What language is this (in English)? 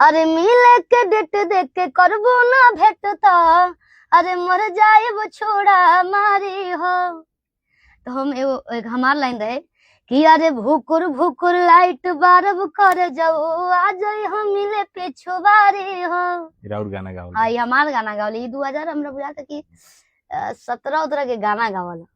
Bhojpuri